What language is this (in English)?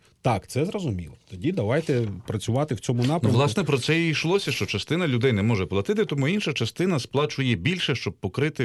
Ukrainian